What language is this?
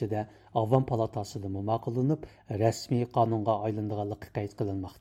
Uyghur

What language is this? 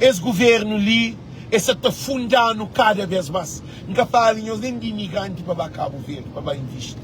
Kabuverdianu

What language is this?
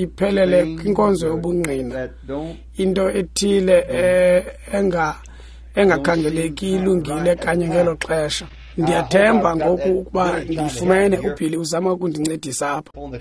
Xhosa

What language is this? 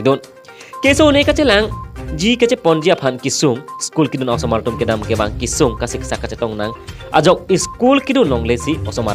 Karbi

